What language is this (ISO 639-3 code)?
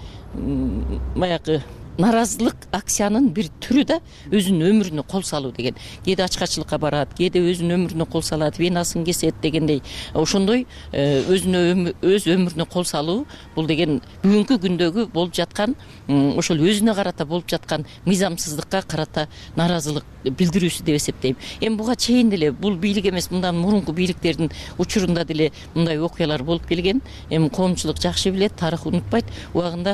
kir